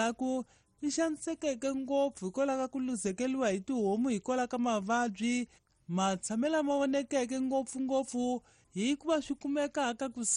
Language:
Tsonga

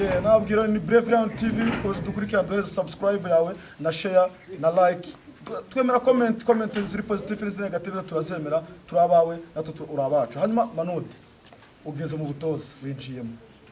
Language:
Kinyarwanda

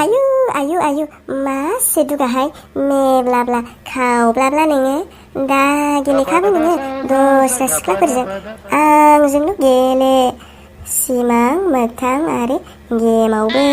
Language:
Bodo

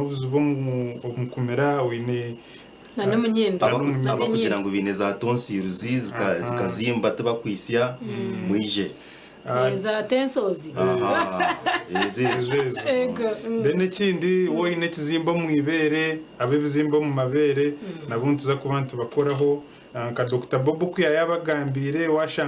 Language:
Nyankole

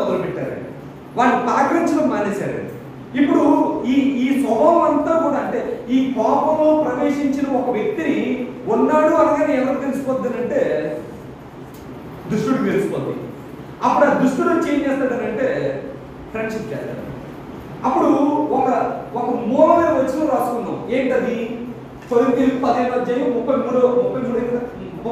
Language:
Telugu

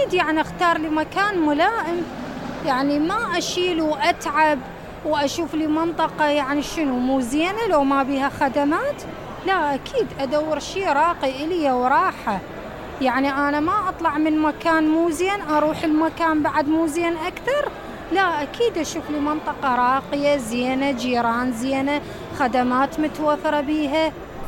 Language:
Mesopotamian Arabic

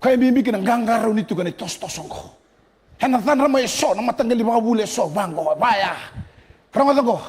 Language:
Fijian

